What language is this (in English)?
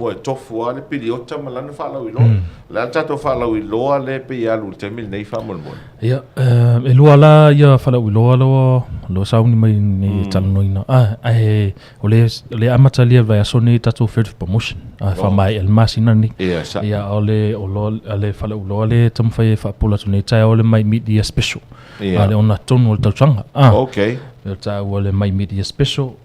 Samoan